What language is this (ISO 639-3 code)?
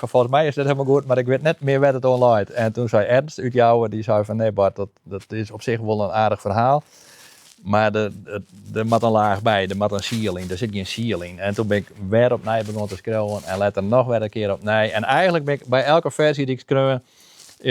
fry